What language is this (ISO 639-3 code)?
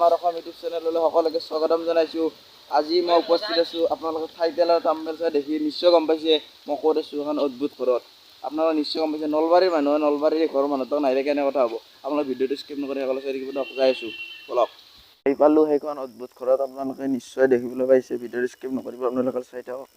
asm